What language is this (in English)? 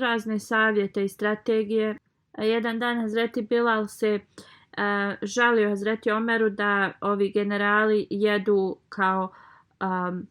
Bosnian